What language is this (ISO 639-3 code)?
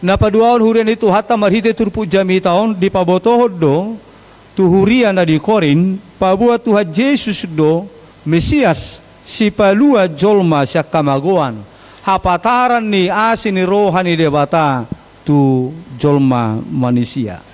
bbc